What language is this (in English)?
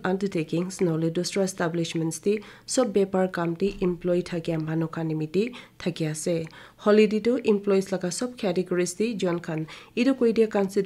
Naga Pidgin